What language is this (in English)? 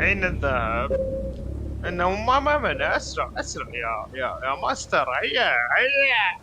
Mesopotamian Arabic